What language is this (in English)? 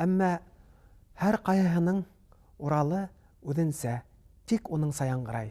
Bashkir